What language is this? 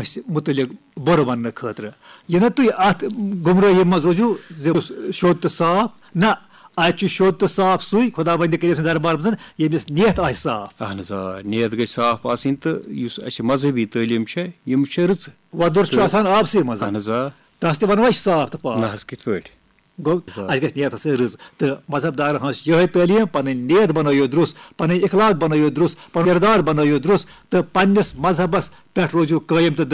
Kashmiri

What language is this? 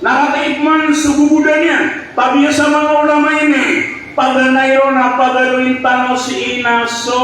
Maranao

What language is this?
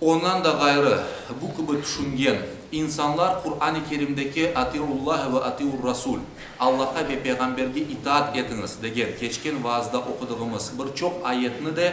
Crimean Tatar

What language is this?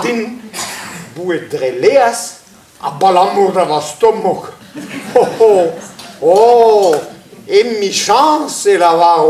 Breton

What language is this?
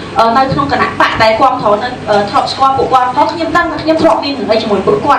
Khmer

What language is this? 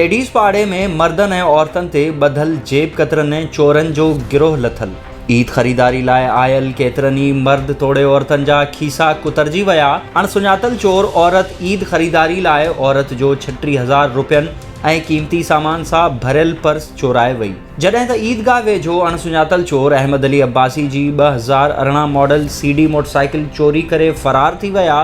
Sindhi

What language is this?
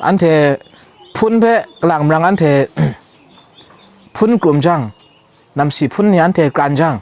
Kachin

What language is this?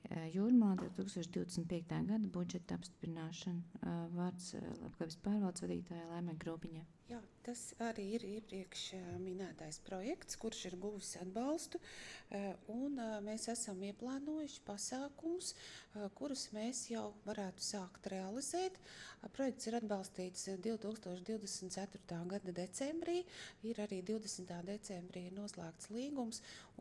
Latvian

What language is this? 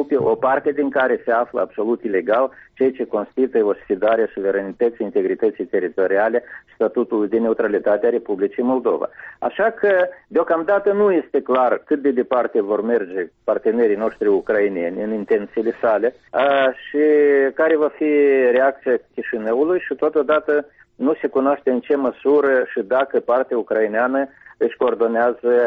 Romanian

